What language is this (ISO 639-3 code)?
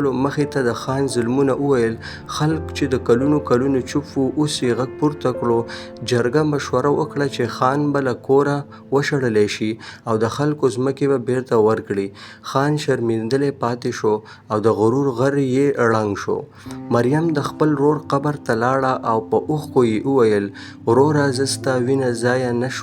pus